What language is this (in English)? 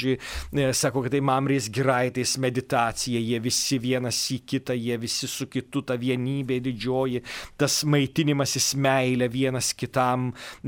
Lithuanian